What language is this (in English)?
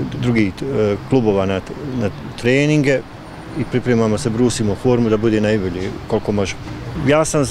Bosnian